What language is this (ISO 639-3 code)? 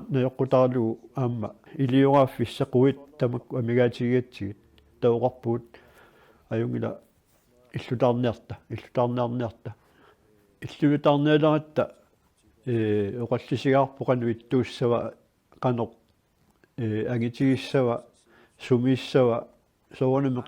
kal